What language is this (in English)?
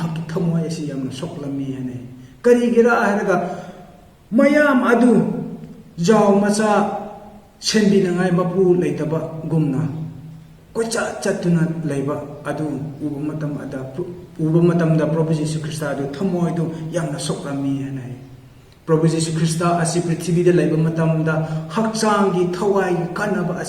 Manipuri